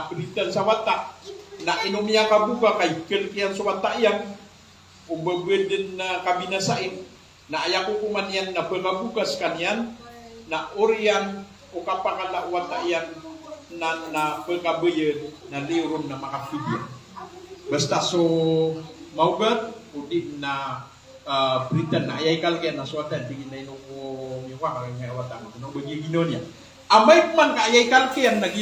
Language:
Maranao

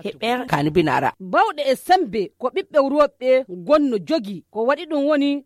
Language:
Nigerian Fulfulde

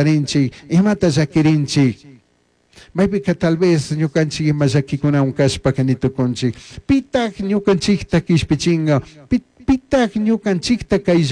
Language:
Chimborazo Highland Quichua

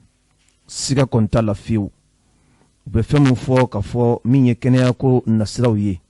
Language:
Bambara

